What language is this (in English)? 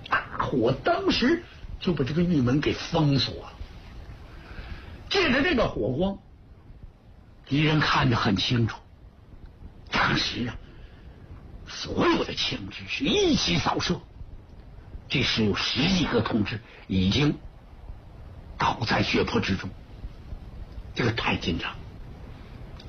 Chinese